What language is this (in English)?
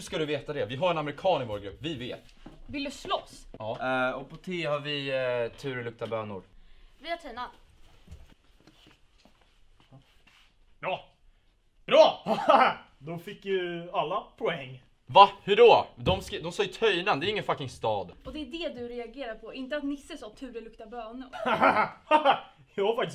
Swedish